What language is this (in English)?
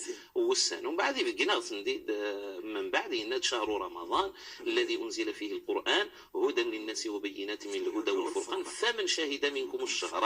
Moroccan Arabic